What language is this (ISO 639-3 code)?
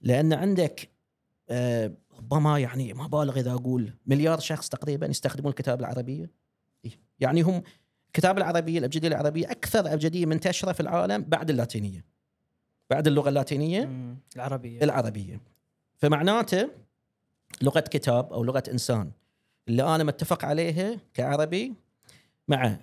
afb